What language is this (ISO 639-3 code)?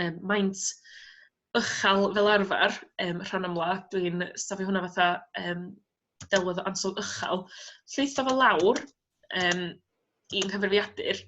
cym